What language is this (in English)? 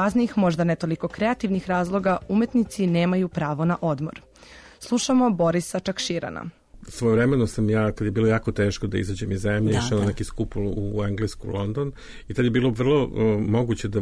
Serbian